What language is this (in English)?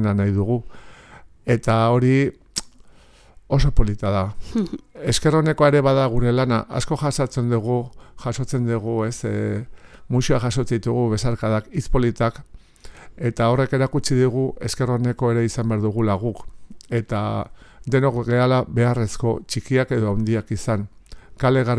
Basque